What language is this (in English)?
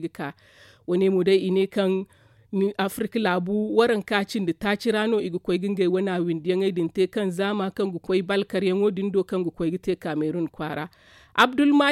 Zarma